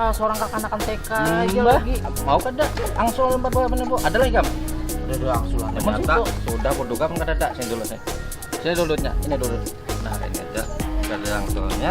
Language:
Banjar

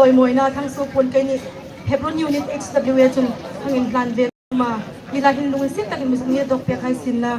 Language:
Hmar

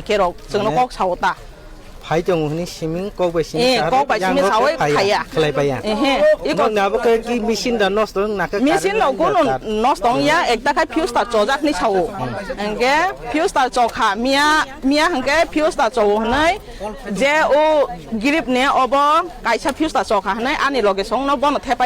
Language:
Kok Borok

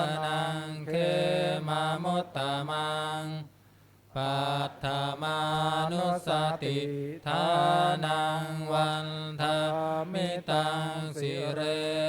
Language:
Pali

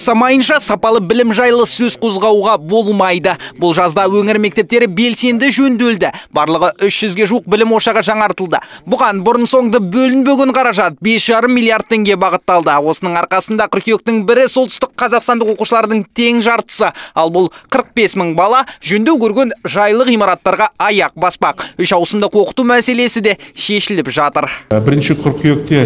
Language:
Kazakh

